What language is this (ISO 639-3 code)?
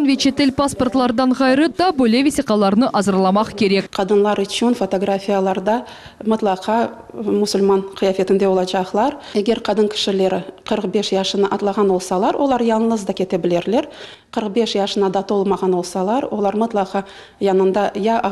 crh